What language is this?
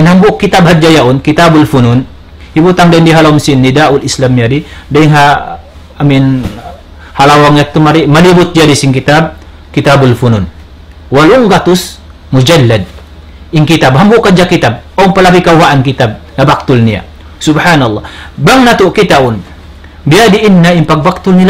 Tausug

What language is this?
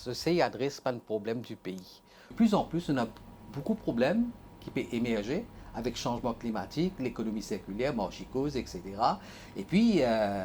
Morisyen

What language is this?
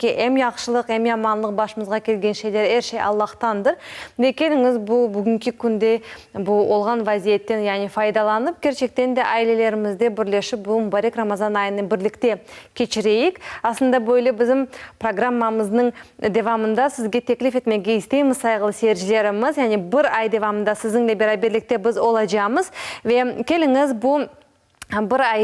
Crimean Tatar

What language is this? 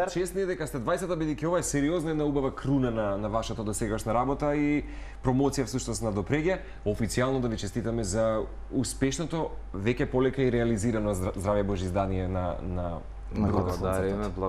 Macedonian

